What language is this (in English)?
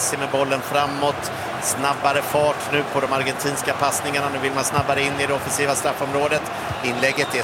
Swedish